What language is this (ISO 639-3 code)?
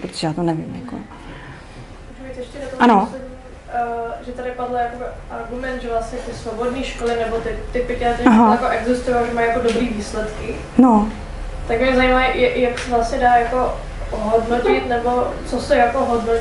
ces